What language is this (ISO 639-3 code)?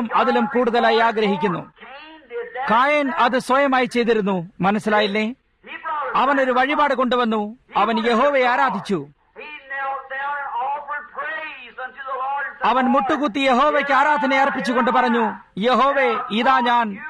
mal